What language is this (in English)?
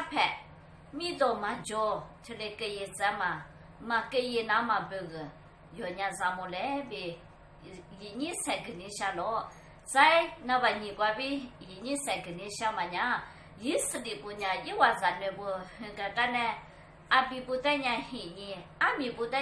Lisu